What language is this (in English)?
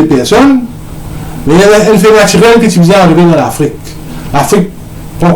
Morisyen